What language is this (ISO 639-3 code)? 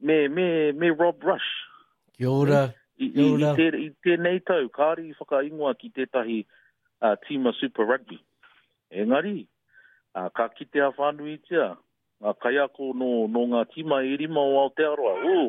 mri